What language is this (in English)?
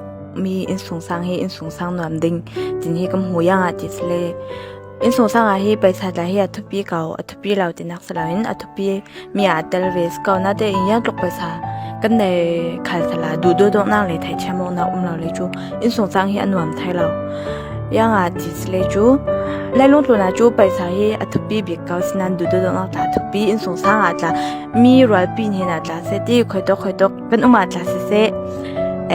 Falam Chin